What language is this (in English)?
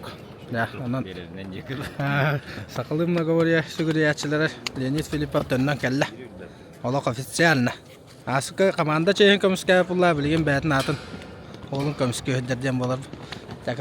Yakut